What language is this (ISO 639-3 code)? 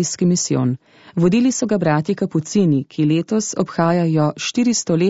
slv